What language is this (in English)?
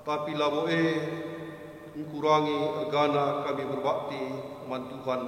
Batak Karo